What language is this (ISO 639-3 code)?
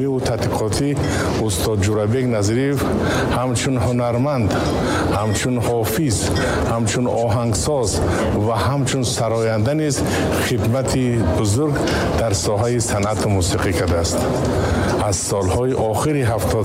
tgk